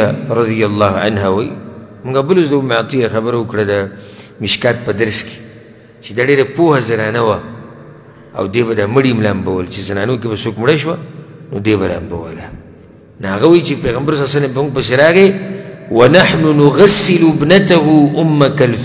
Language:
Pashto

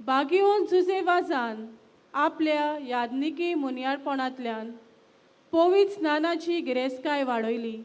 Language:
Konkani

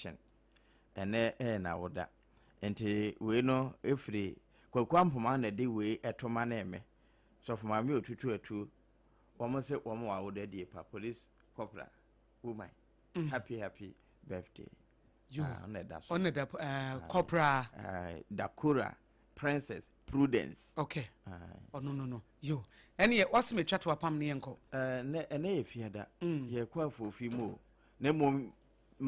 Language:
Akan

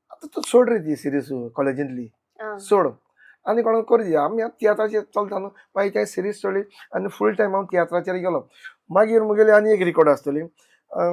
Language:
Konkani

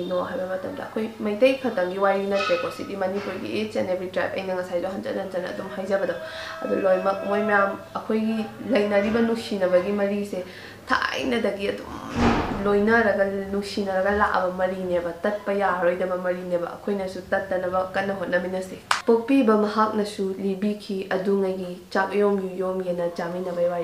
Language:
Manipuri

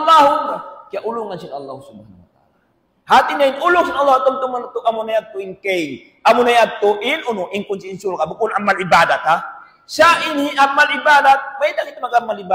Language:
Tausug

